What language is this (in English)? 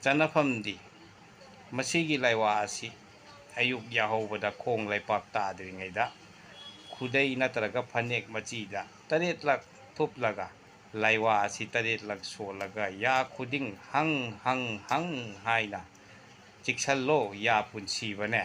Manipuri